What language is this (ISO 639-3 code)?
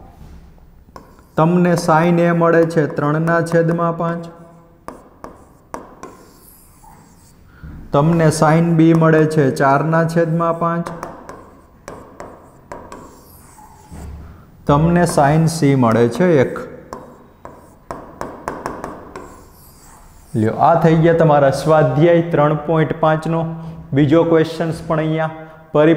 guj